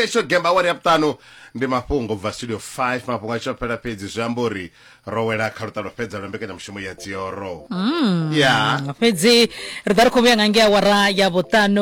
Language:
Venda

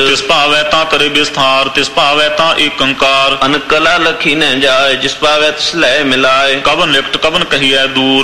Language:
Punjabi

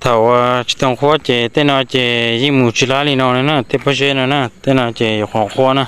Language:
Hmong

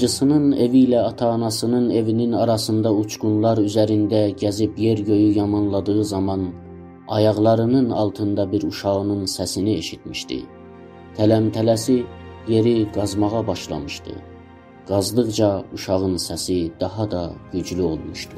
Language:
South Azerbaijani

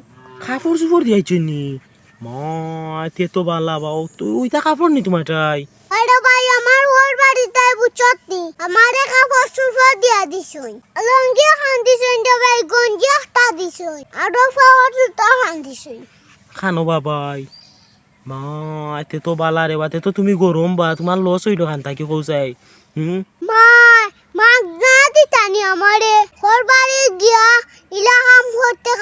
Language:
Sylheti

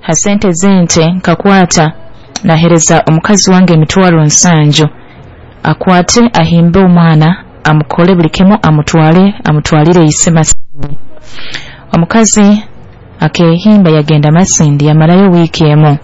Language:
Nyoro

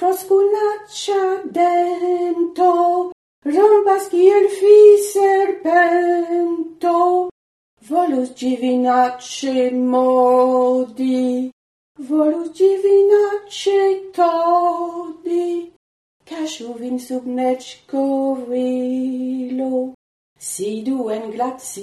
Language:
Esperanto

